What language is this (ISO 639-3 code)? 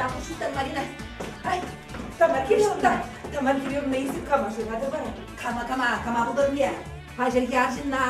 chv